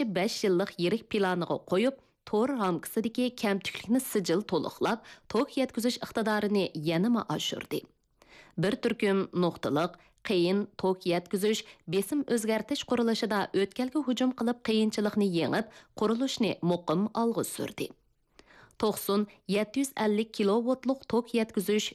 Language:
Uyghur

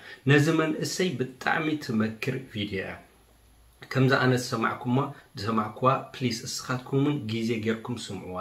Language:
Tigrinya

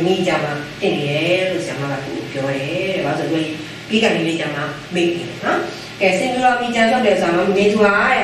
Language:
Burmese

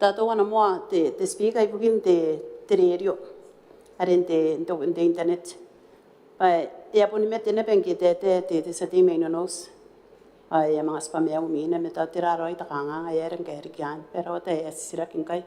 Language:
Gilbertese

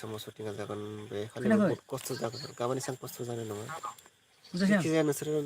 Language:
Bodo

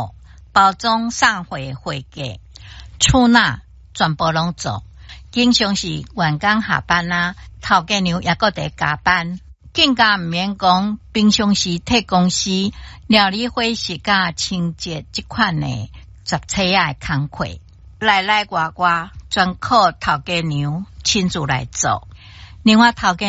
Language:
Min Nan Chinese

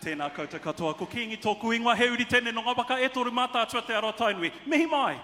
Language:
Māori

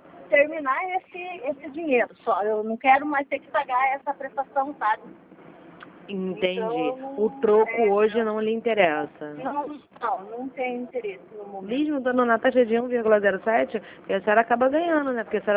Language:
Portuguese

